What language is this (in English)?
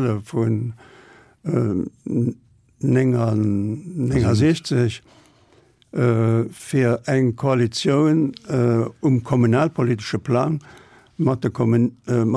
Luxembourgish